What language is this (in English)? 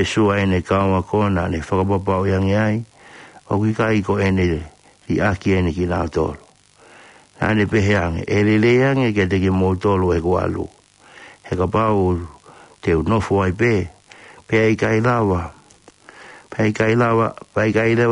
Tongan